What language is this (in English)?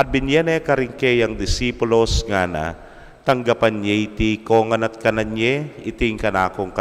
Pampanga